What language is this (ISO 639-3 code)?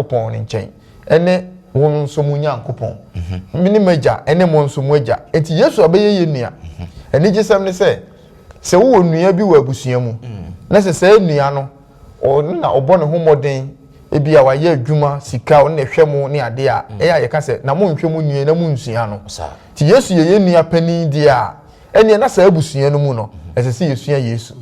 aka